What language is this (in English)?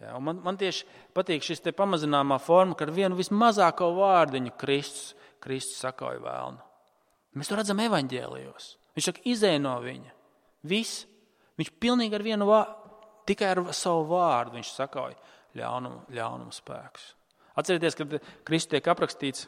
Latvian